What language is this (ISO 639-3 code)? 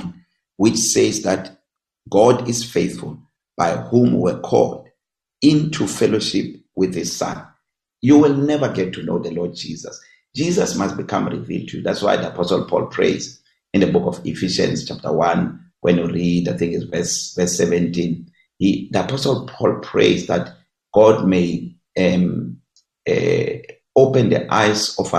eng